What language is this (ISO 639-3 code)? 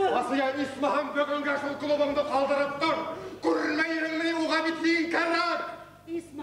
bak